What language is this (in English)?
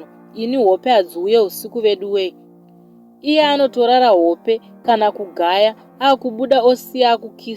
Shona